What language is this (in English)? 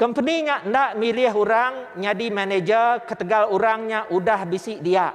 Iban